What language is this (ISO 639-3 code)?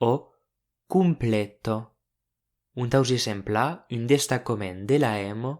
oci